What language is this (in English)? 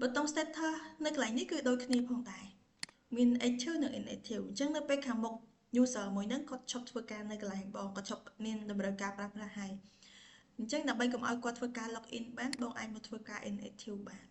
Khmer